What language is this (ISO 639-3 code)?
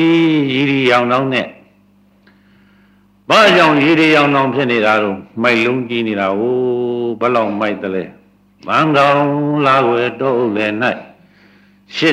mya